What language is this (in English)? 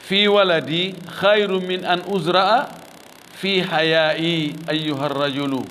Fula